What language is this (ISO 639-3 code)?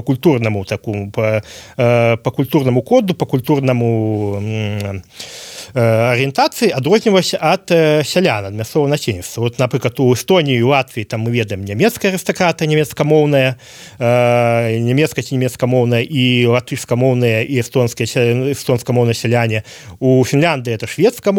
bel